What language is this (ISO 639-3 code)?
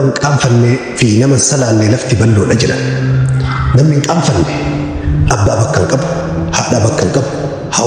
orm